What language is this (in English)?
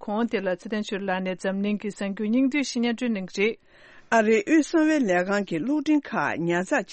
Tibetan